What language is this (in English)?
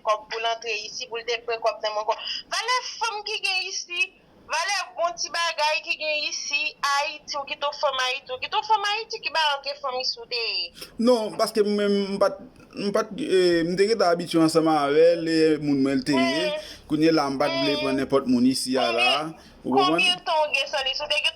Haitian Creole